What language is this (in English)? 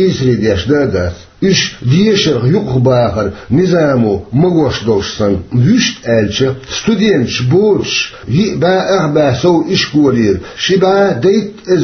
Chechen